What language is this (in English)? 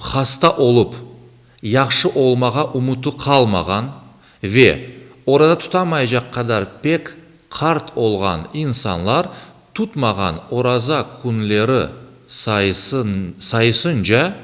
Crimean Tatar